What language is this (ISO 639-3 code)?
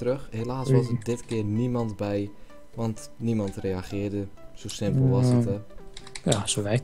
nld